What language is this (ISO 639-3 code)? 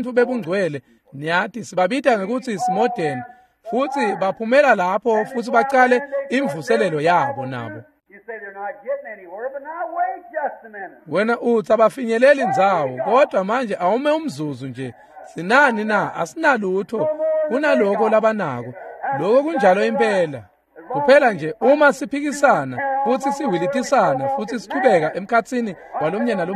ssw